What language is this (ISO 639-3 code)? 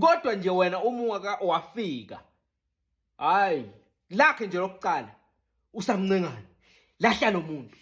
zul